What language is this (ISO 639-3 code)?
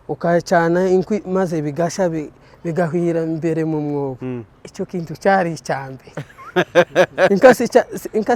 kin